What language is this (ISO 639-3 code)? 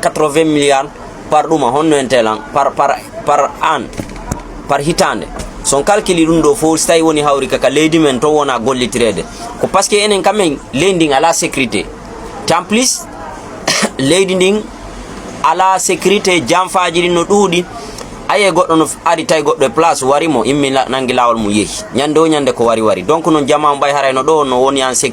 ful